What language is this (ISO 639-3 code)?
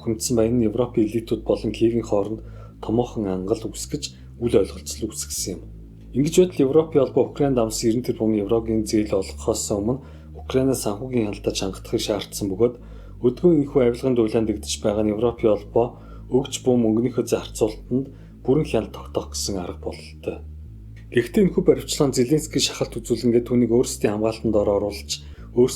mon